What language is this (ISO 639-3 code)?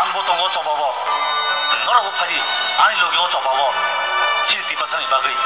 trp